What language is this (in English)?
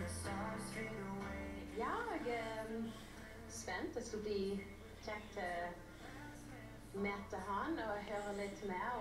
Swedish